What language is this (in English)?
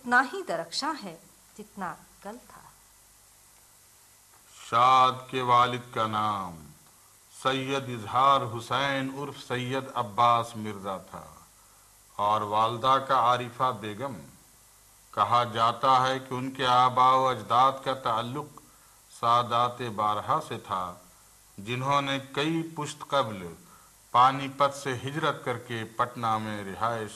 Urdu